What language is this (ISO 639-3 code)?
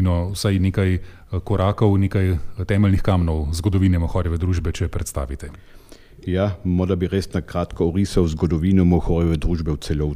slv